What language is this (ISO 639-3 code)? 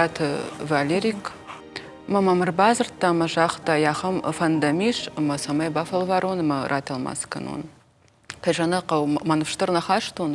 oss